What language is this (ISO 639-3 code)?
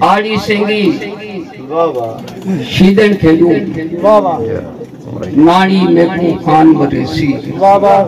skr